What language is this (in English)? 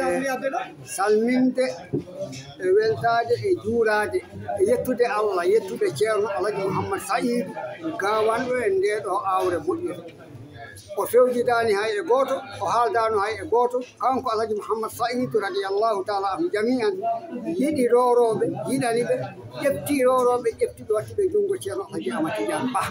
Fula